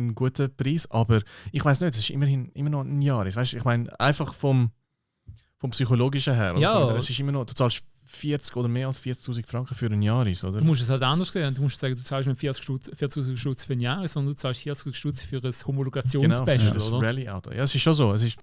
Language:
Swiss German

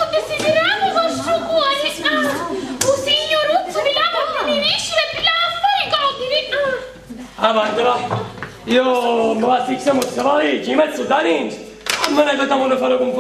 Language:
Sicilian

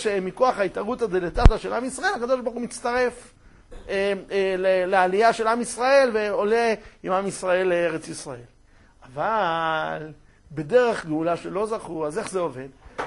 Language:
Hebrew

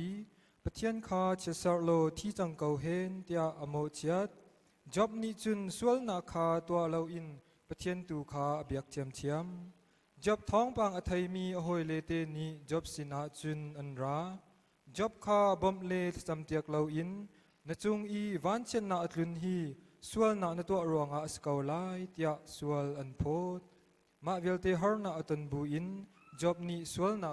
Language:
Hakha Chin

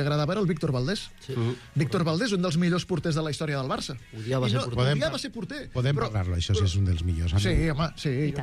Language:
Catalan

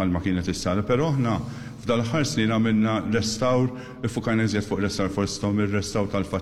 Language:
Maltese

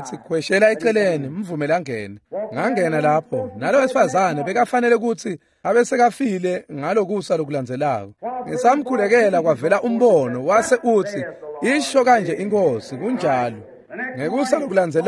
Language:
Swati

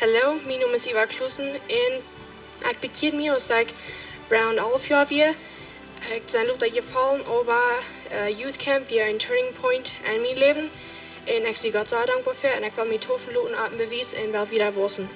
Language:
Plautdietsch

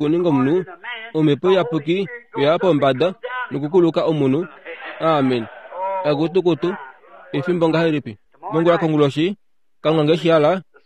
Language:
Kuanyama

